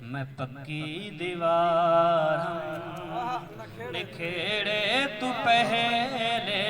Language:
Saraiki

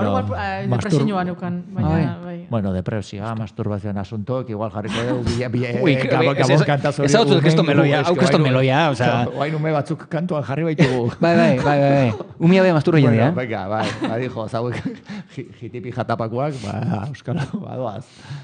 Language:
Basque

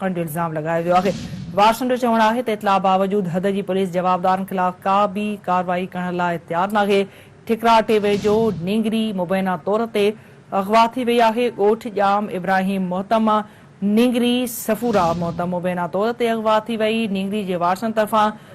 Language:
Sindhi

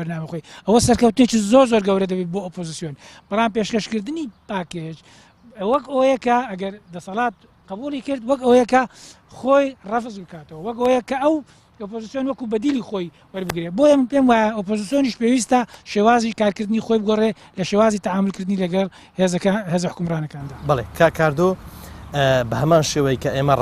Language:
Central Kurdish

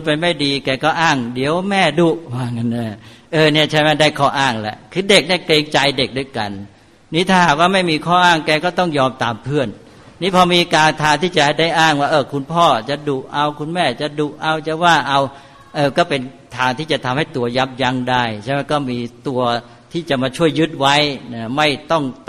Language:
Thai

